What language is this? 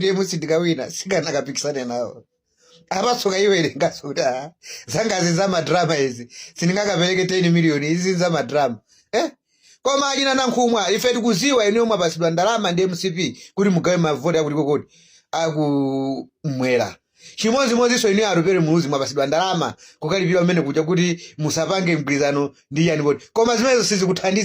Nyanja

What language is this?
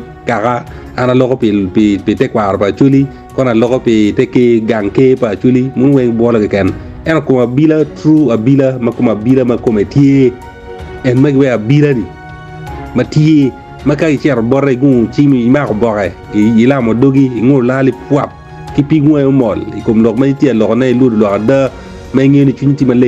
Acoli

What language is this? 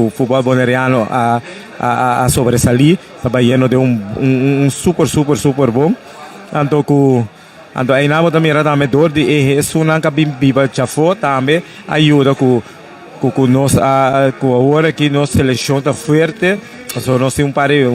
Papiamento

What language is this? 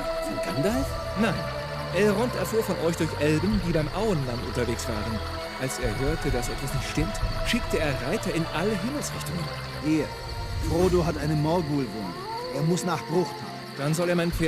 Bavarian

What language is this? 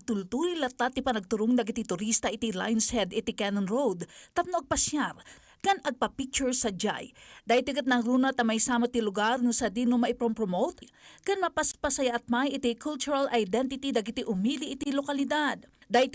Iloko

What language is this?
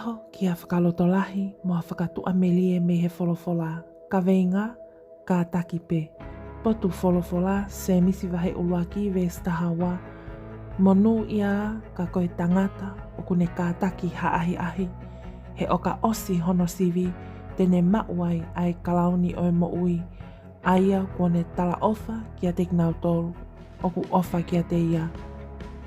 Tongan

